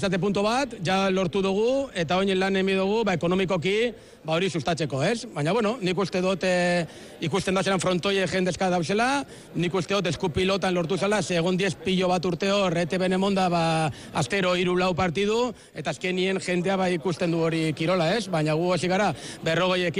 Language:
Basque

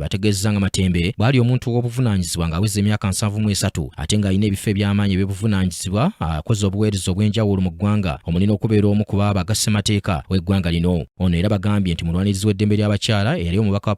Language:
Ganda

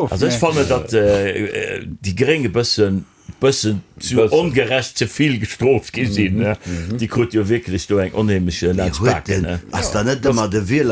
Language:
Luxembourgish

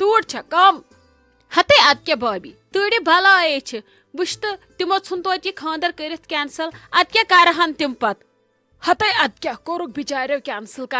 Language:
Kashmiri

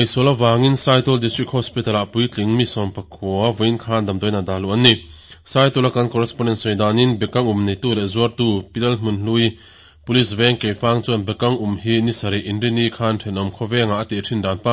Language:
Mizo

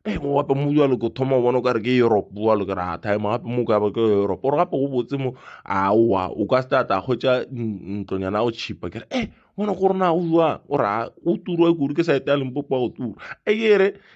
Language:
Northern Sotho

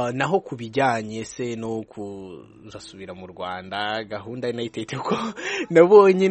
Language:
Kinyarwanda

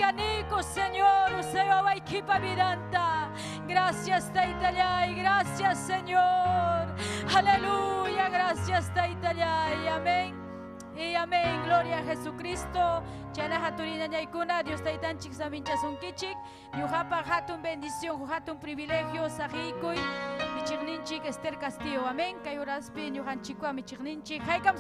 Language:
Ayacucho Quechua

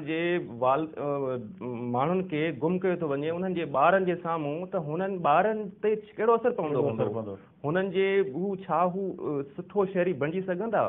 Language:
Sindhi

